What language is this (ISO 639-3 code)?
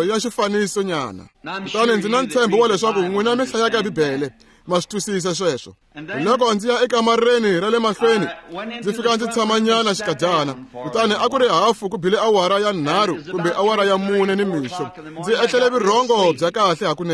tso